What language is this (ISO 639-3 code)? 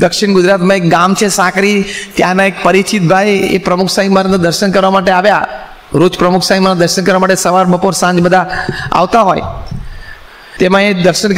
guj